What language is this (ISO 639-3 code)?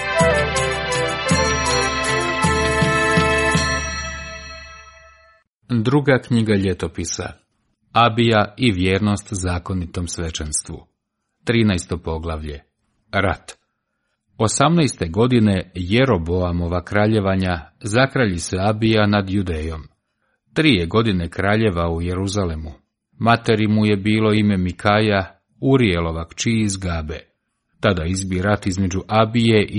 hrv